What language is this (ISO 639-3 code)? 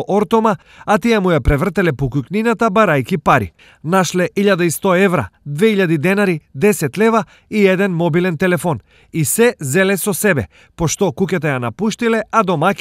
mkd